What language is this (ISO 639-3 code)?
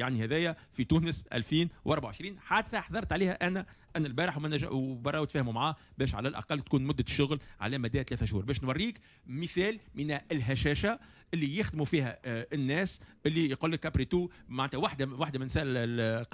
aeb